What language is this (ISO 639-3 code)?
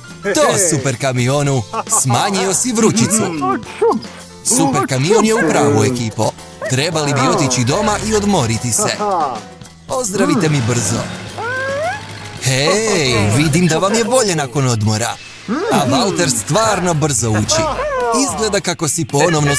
hrv